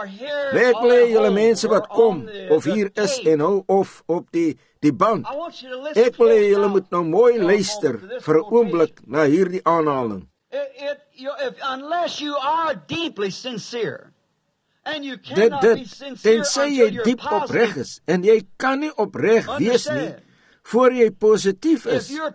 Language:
Afrikaans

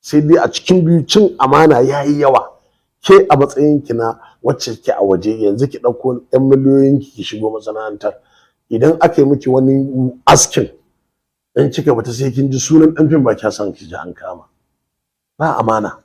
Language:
Hausa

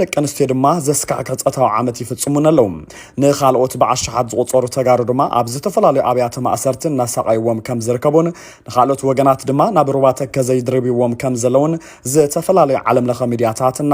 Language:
Tigrinya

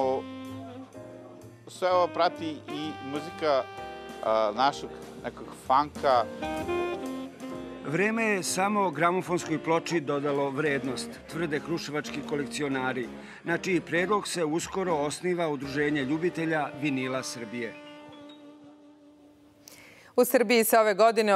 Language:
Serbian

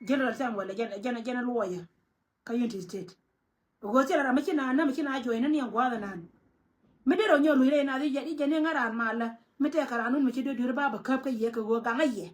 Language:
Nuer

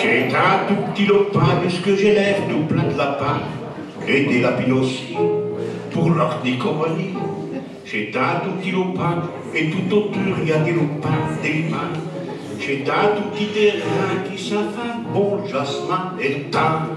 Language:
Picard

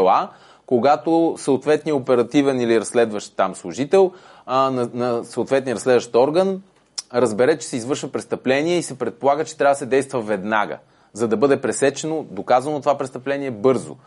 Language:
Bulgarian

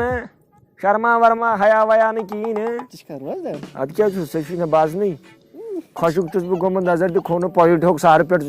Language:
Kashmiri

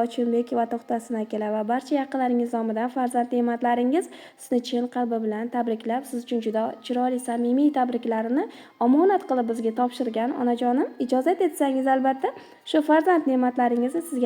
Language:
Uzbek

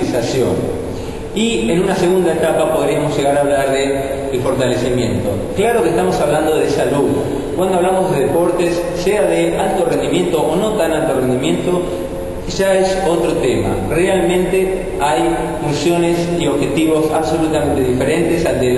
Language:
Spanish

